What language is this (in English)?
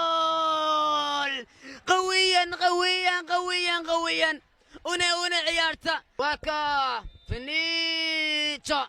Somali